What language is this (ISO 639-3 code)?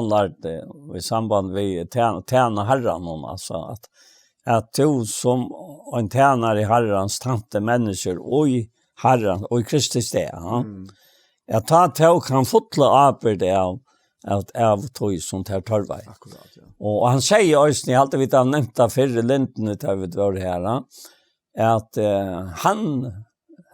fao